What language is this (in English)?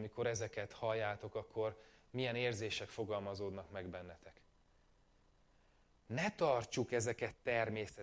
Hungarian